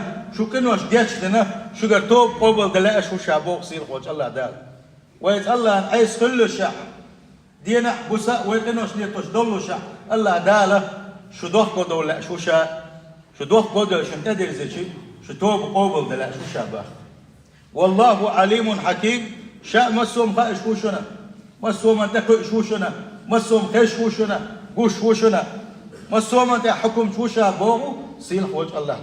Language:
Chechen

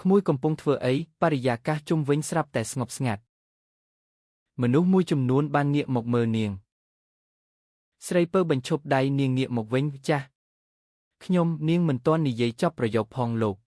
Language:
Khmer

